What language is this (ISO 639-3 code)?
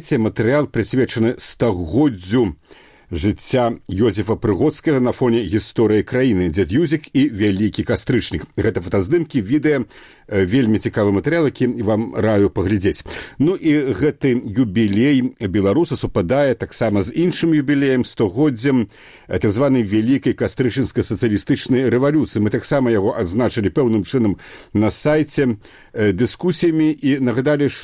bel